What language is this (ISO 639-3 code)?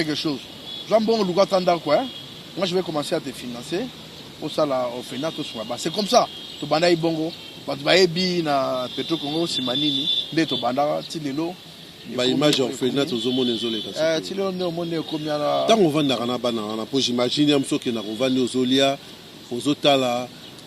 lin